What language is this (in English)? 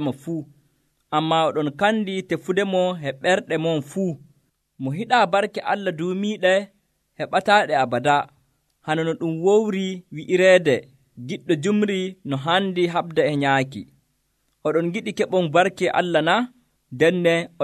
Nigerian Fulfulde